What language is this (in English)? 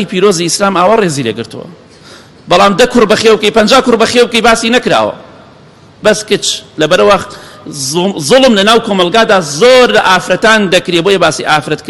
Central Kurdish